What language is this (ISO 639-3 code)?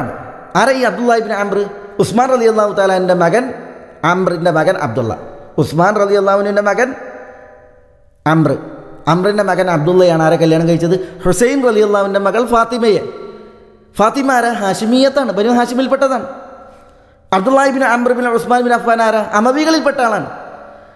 mal